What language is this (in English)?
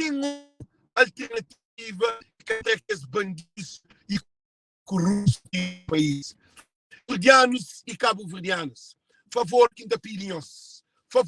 Kabuverdianu